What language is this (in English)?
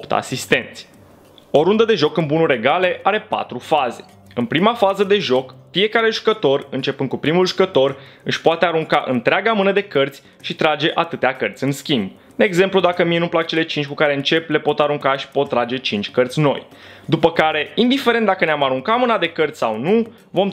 Romanian